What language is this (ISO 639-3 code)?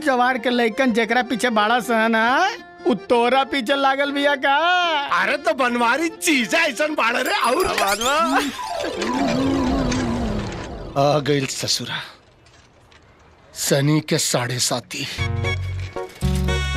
bho